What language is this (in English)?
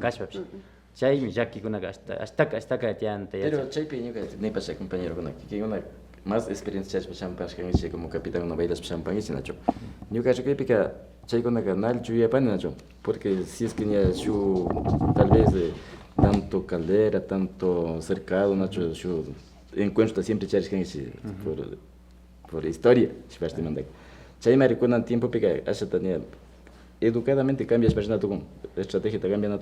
Imbabura Highland Quichua